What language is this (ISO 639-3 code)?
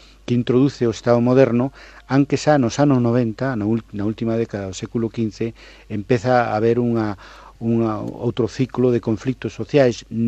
glg